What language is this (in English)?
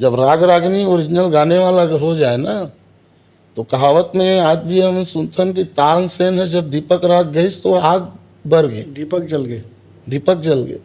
Chhattisgarhi